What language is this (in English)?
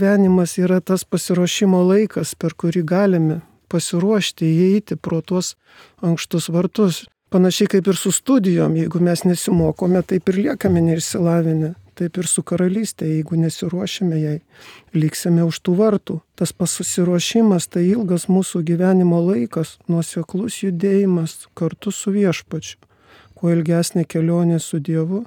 Lithuanian